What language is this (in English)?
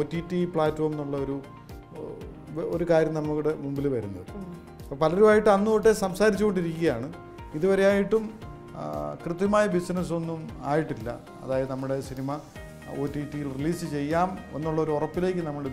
Malayalam